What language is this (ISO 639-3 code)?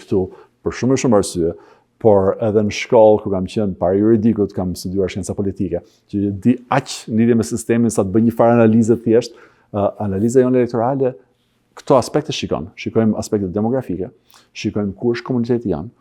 sqi